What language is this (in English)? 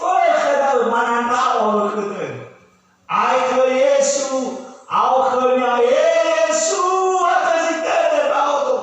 Nias